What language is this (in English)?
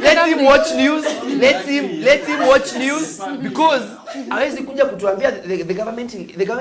Meru